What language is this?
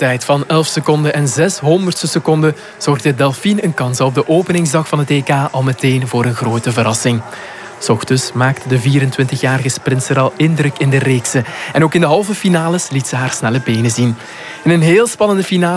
Dutch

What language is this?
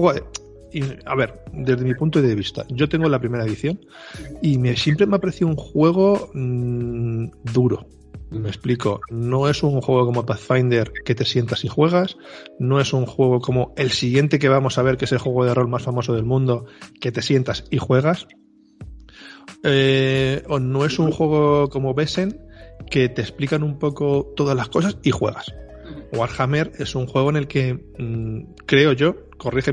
Spanish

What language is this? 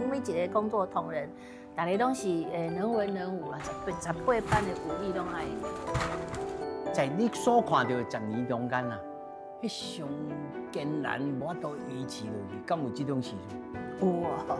Min Nan Chinese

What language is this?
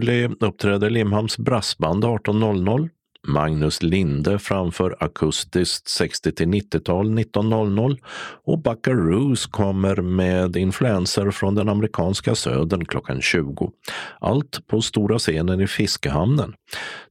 Swedish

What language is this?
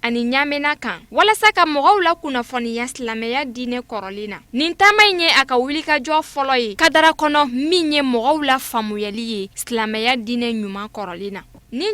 Bambara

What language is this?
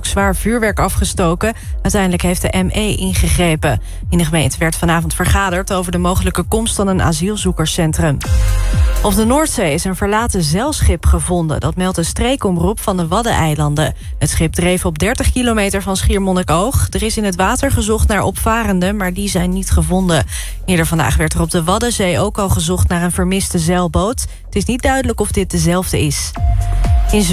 Dutch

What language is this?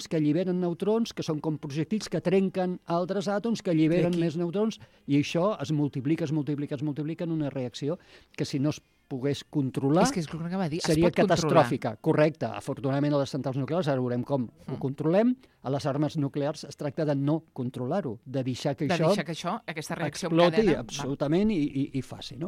Catalan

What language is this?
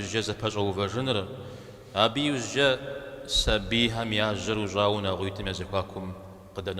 Kabardian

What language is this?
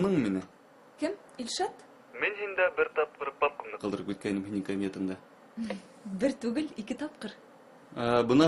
Bashkir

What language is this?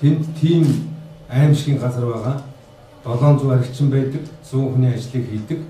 Mongolian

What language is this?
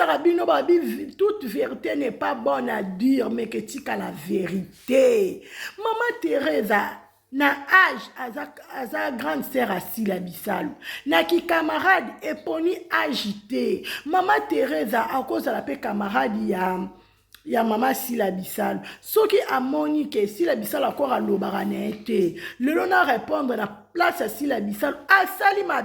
Lingala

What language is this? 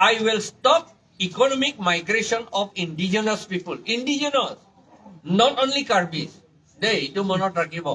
Karbi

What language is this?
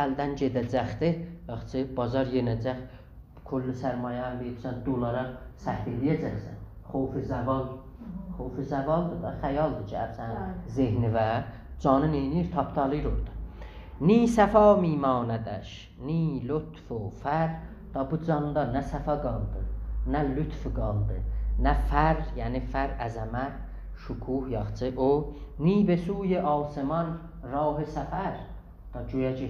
South Azerbaijani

